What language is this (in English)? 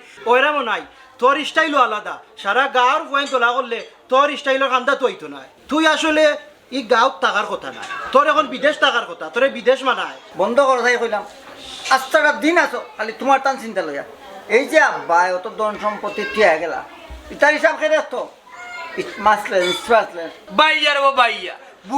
Sylheti